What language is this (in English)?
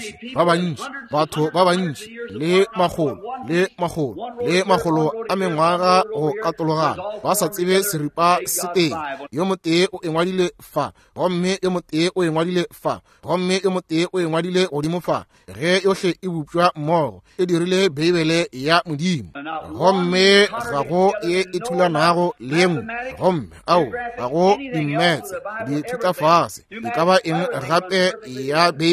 Northern Sotho